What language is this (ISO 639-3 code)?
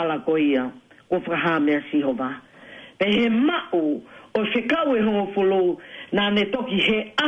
ton